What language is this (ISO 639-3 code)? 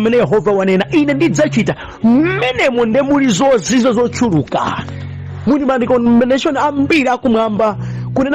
nya